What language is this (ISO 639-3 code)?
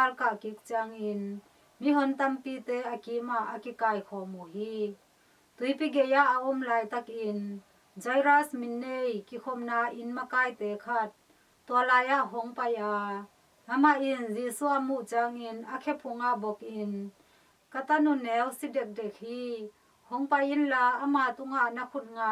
ctd